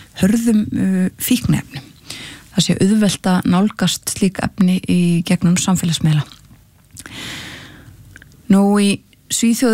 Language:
Icelandic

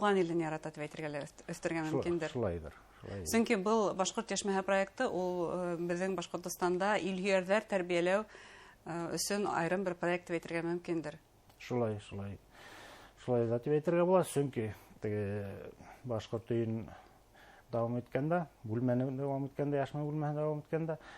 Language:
Bashkir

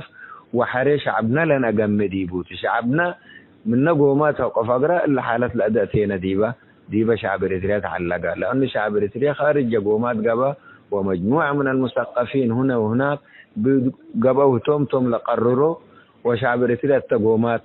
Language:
Tigre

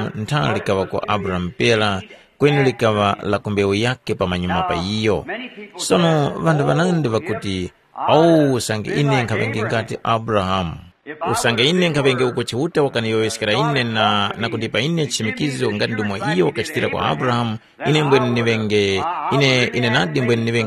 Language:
Tumbuka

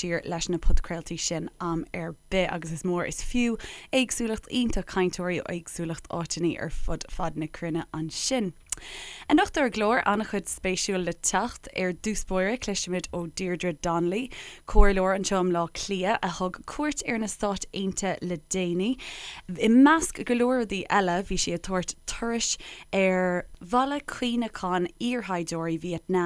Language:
Irish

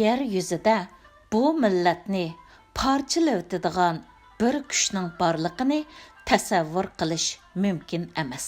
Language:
Uyghur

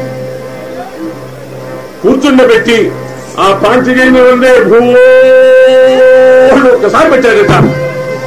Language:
Telugu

